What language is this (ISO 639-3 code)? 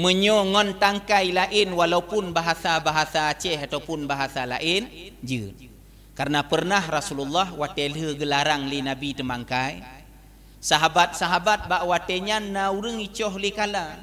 ace